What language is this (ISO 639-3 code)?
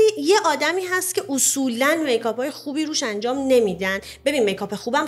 fas